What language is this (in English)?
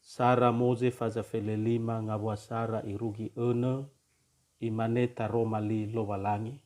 Nias